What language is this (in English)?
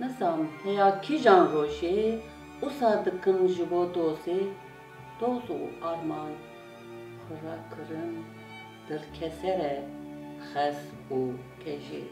Kurdish